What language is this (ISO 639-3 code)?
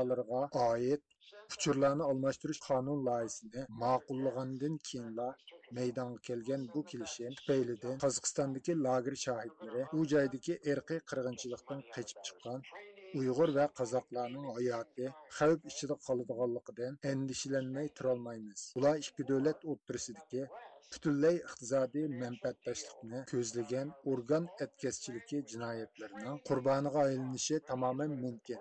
uig